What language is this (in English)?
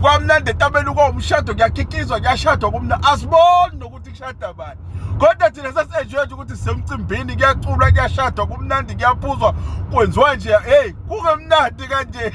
Zulu